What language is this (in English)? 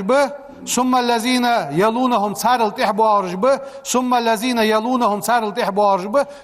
Ingush